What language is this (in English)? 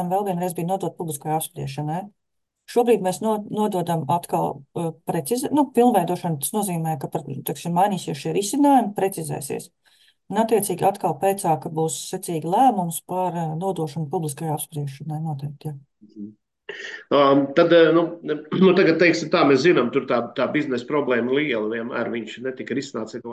Latvian